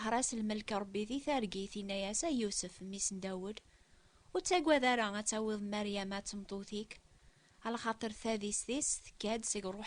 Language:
Kabyle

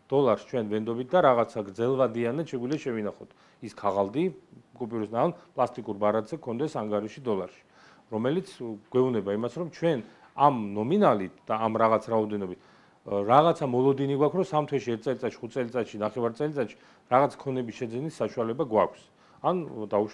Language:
Georgian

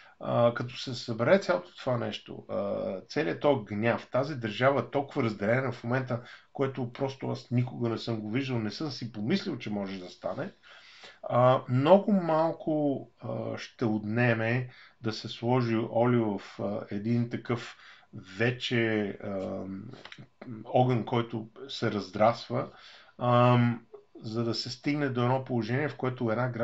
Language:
Bulgarian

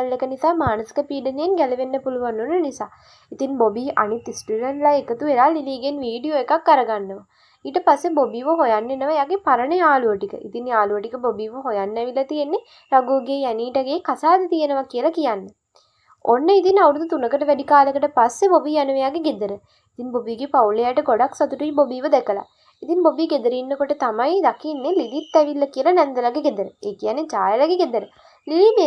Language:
Sinhala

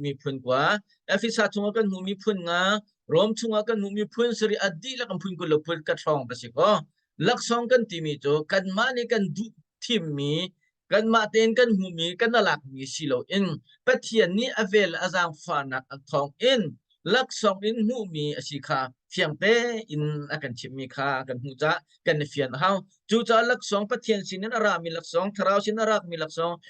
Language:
Hakha Chin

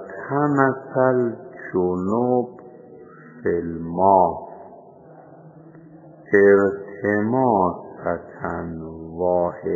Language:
Persian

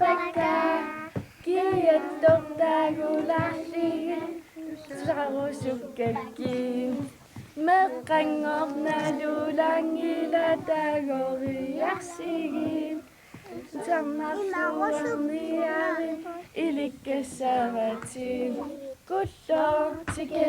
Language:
Kalaallisut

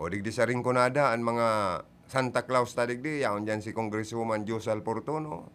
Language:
Bikol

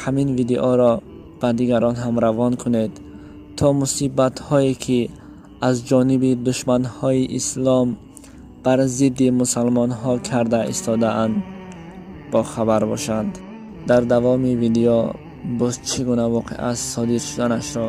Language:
Tajik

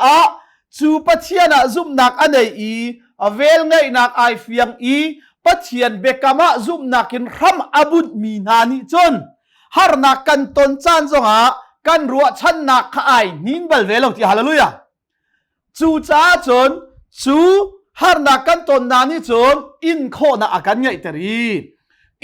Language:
Hakha Chin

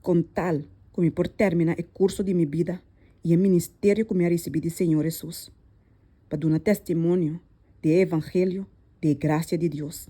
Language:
Papiamento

